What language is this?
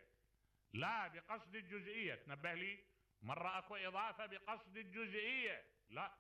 Mesopotamian Arabic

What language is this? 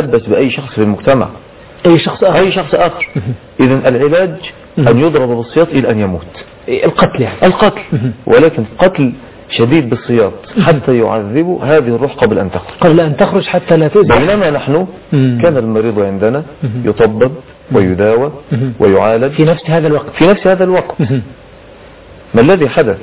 Arabic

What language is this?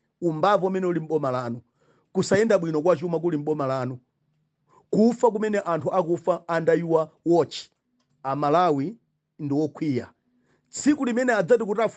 Nyanja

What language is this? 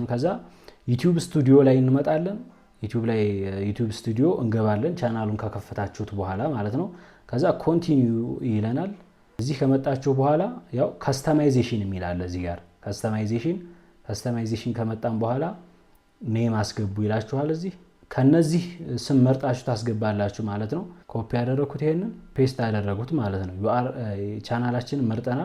Amharic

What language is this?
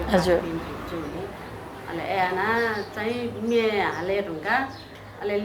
Newari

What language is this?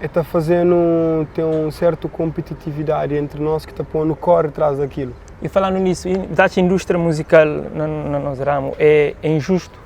Kabuverdianu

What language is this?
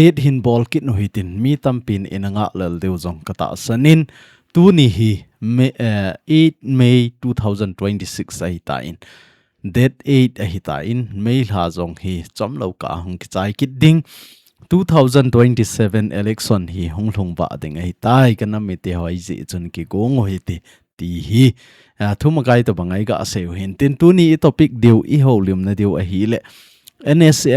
Thado Chin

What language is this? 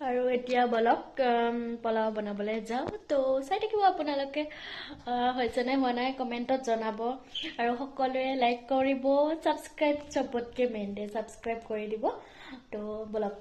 Assamese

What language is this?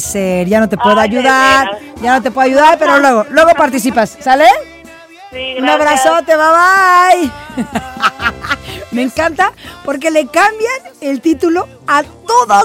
Spanish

